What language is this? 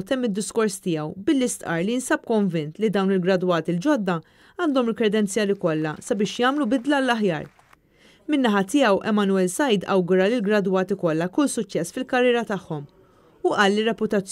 Maltese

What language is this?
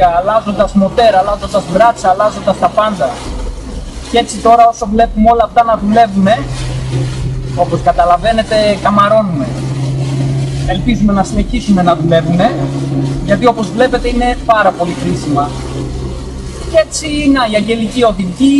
Greek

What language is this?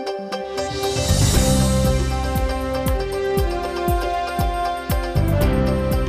Udmurt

